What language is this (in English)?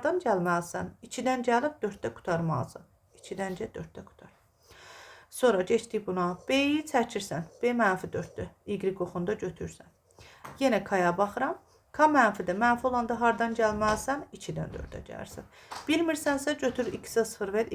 Azerbaijani